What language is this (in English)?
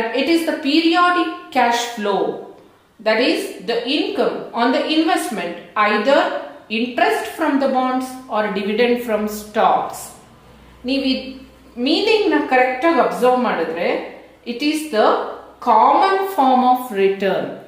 Kannada